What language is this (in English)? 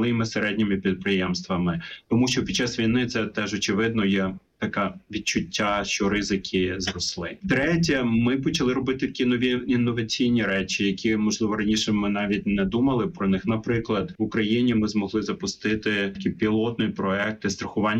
Ukrainian